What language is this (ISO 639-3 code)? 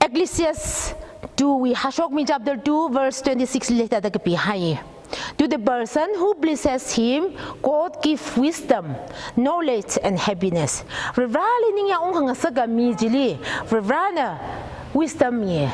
nmf